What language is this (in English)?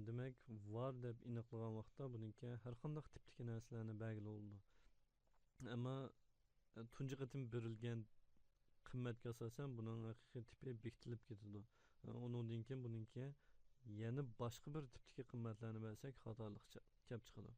Uyghur